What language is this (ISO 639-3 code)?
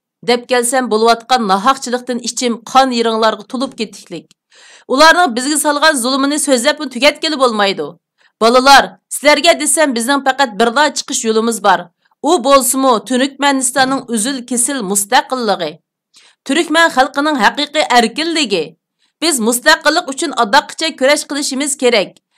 uig